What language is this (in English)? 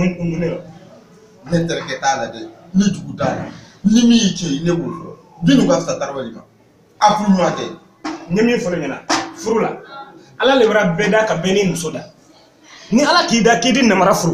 Bambara